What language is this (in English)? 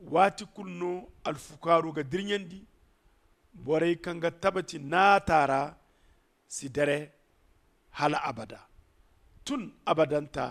Zarma